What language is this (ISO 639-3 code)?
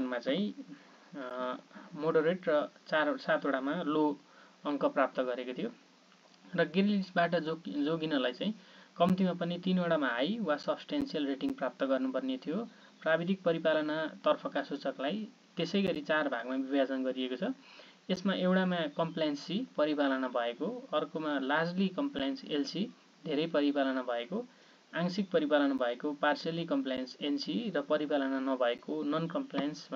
nep